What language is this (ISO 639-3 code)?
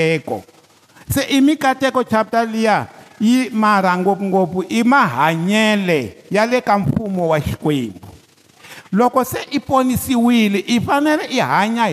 tso